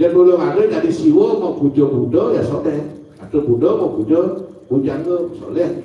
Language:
Balinese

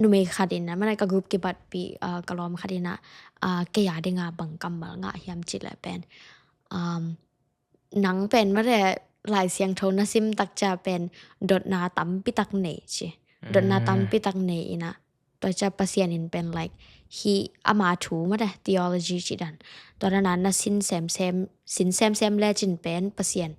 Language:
Tedim Chin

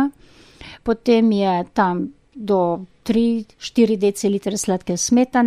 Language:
Slovenian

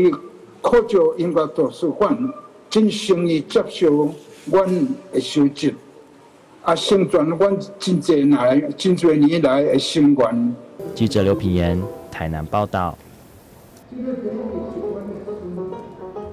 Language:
Chinese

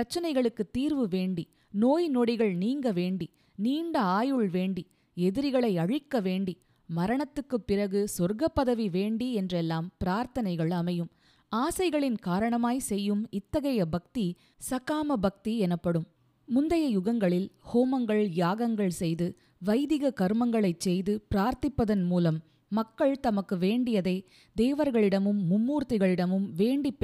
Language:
Tamil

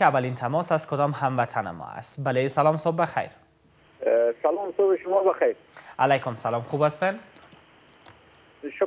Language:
Persian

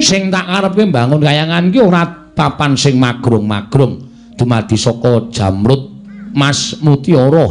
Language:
Javanese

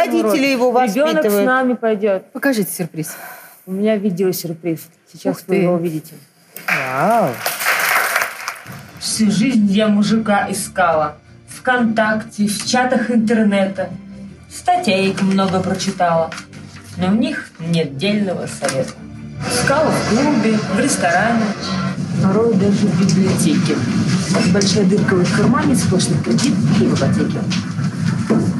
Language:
Russian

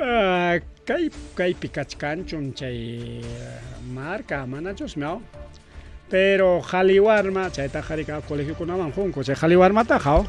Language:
Ayacucho Quechua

